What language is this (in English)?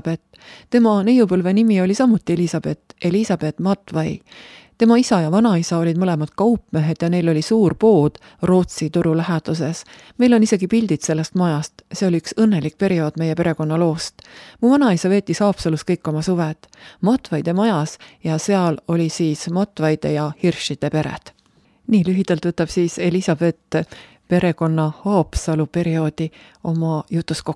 Estonian